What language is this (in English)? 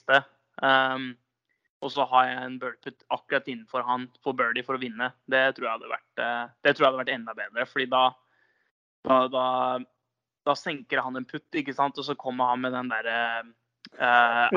Norwegian